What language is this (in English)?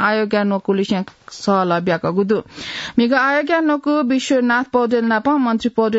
Newari